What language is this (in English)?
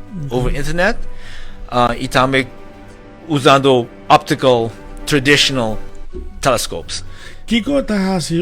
Papiamento